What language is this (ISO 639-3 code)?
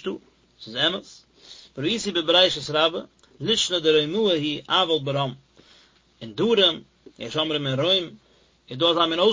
yid